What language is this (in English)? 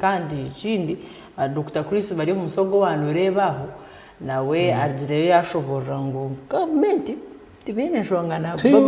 Nyankole